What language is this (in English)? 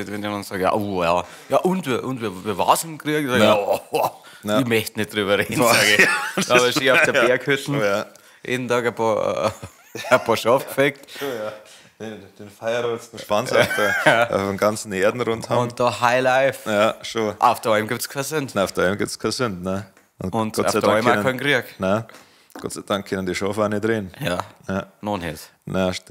Bavarian